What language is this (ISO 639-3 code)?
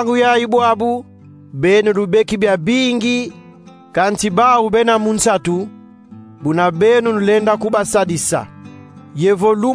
kon